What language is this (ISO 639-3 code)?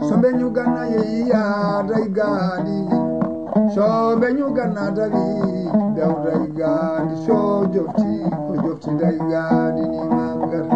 ful